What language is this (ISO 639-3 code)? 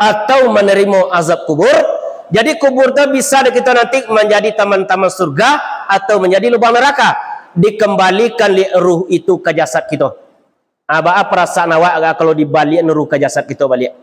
min